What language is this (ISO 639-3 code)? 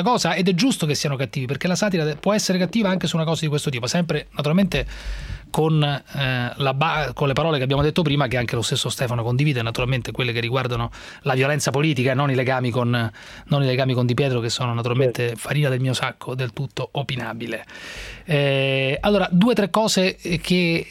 ita